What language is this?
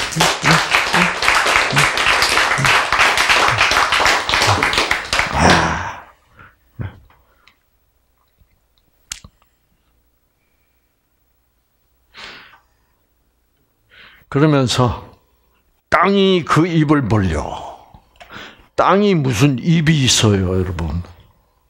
Korean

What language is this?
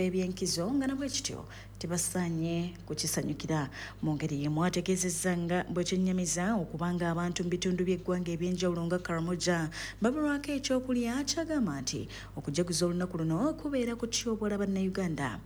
Ganda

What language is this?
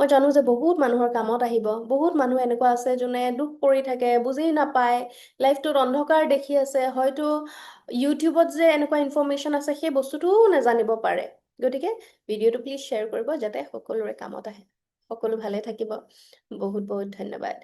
Assamese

